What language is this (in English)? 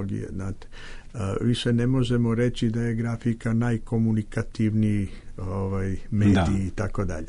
Serbian